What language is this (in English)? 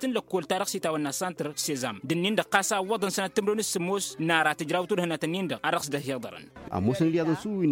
Tamasheq